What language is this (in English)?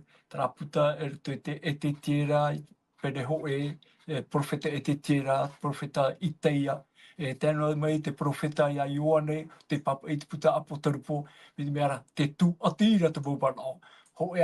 Tahitian